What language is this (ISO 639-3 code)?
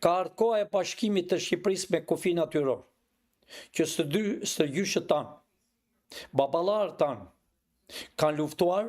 sqi